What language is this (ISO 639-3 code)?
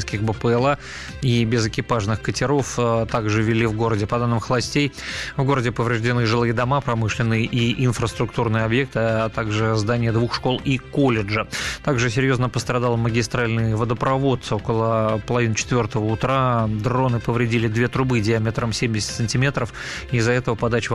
rus